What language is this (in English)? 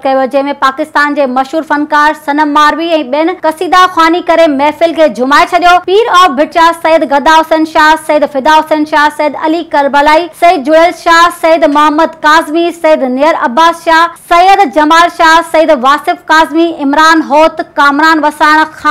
Sindhi